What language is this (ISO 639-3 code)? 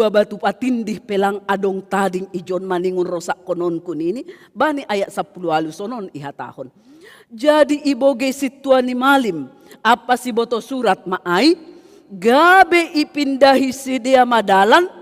bts